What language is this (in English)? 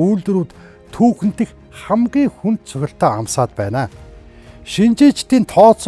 Mongolian